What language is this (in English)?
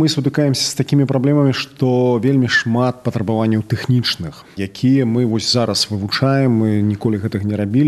Belarusian